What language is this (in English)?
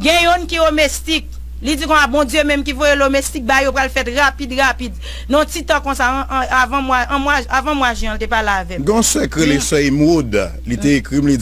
Haitian Creole